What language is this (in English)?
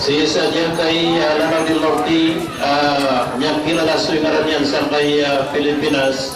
Maranao